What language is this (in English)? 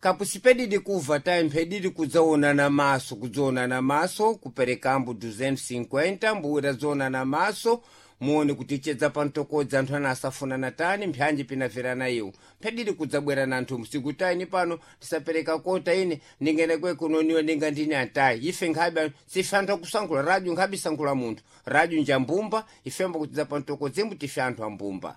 Sena